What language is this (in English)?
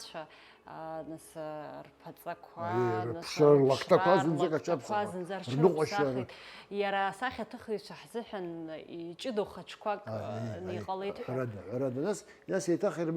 Abkhazian